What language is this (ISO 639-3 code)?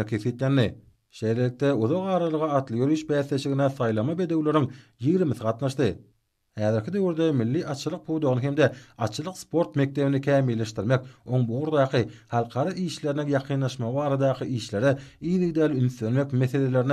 tuk